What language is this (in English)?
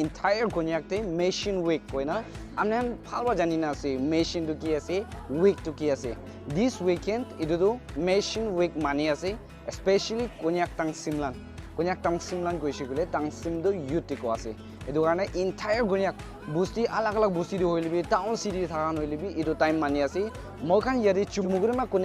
Naga Pidgin